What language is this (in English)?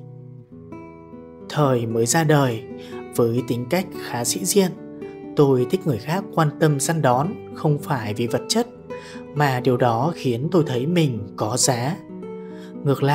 Vietnamese